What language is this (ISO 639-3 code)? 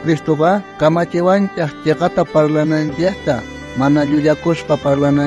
quh